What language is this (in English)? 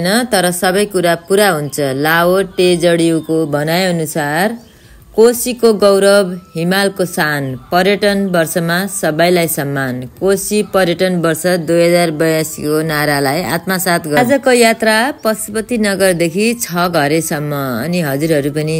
Nepali